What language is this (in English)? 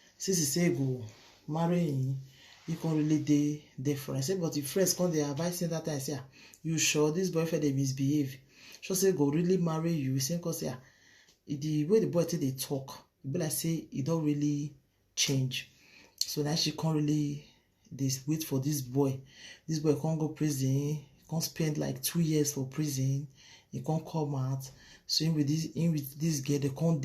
Nigerian Pidgin